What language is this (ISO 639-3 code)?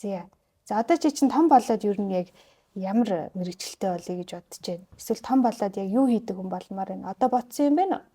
mon